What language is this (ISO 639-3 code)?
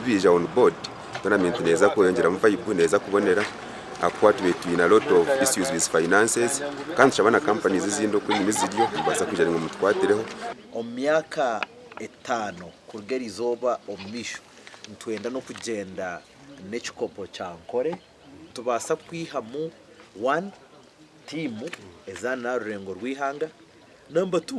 nyn